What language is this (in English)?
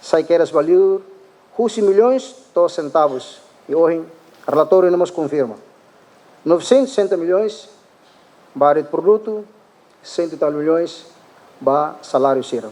Tetum